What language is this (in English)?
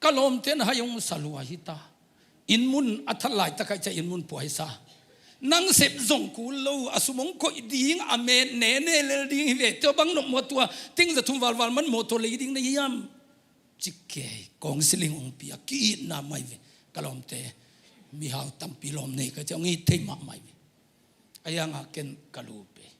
Tedim Chin